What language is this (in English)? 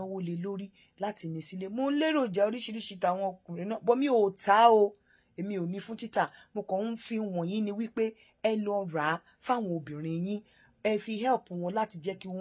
Yoruba